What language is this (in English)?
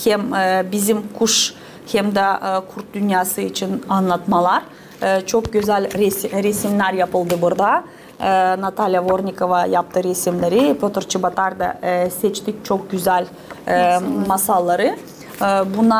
Gagauz